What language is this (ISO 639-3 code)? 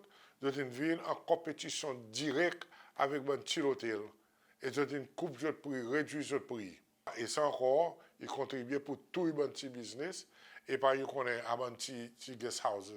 crs